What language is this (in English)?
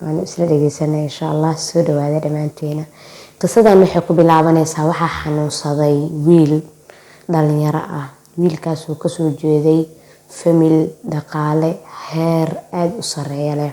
Somali